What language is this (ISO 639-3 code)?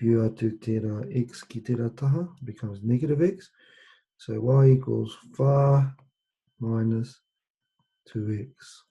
mri